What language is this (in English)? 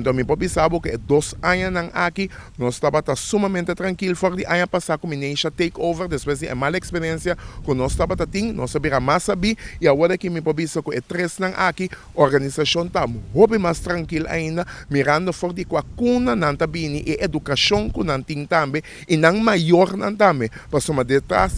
Papiamento